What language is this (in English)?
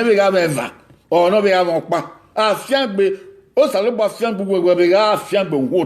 Bini